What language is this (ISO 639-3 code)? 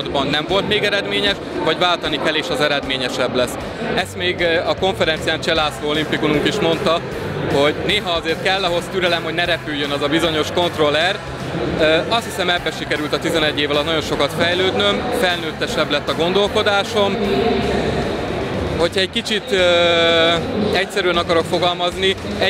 hun